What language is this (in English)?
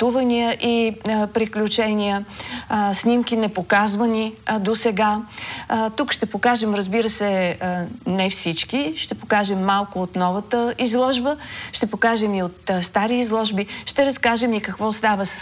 Bulgarian